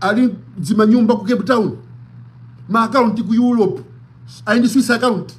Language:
Nyanja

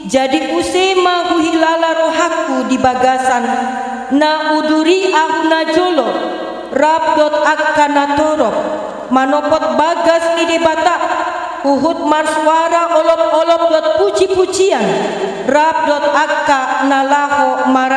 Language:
Batak Toba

